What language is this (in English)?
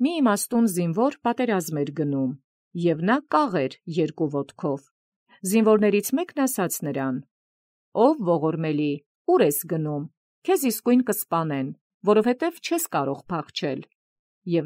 Armenian